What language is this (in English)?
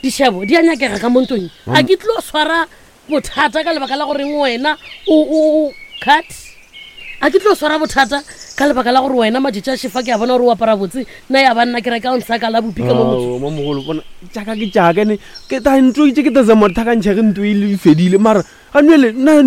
Northern Sotho